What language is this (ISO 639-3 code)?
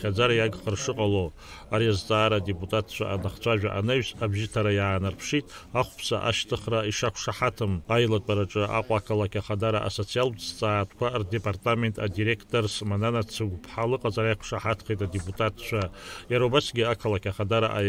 abk